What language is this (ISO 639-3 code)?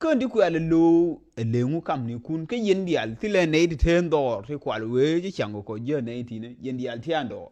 nus